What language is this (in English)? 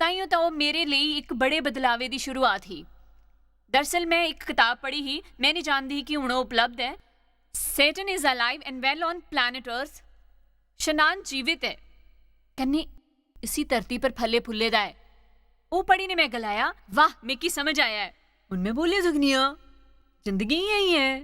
Dogri